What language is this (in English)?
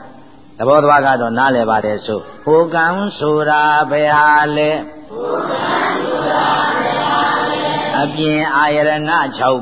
Burmese